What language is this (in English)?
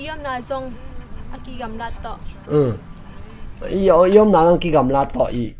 Tedim Chin